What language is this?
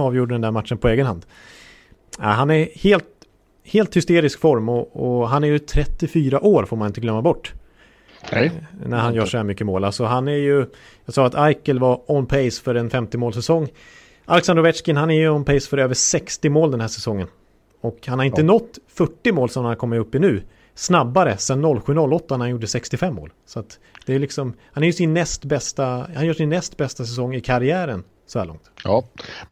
Swedish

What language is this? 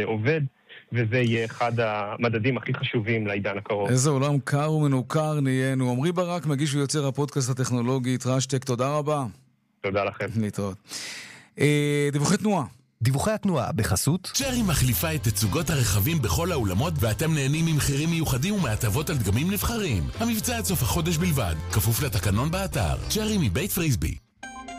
Hebrew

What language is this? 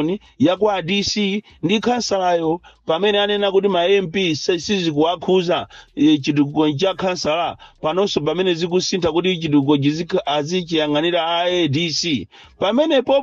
Nyanja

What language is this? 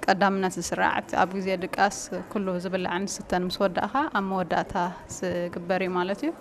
Tigrinya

